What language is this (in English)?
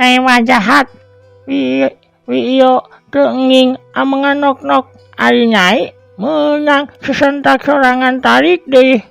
Sundanese